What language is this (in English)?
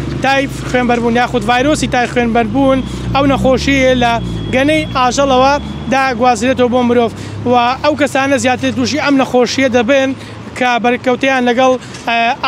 Central Kurdish